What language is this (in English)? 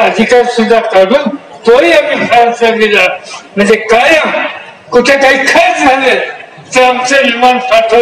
Marathi